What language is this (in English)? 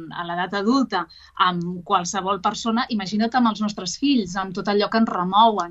Catalan